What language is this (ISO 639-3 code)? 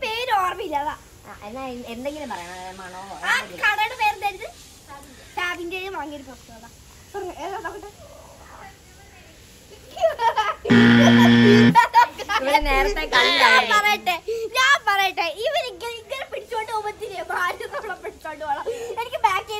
mal